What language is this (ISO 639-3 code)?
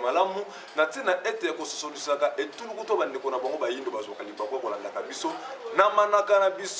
lin